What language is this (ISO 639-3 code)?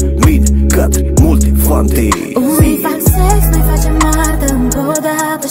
ron